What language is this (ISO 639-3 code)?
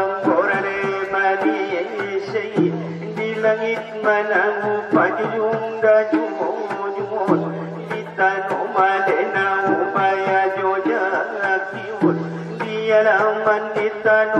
akb